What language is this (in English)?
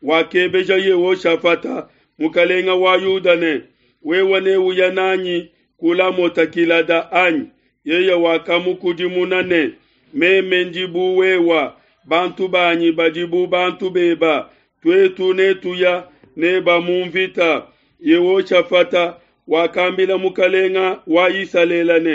Luba-Lulua